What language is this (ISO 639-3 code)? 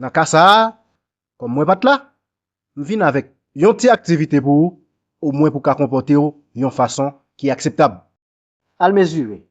hat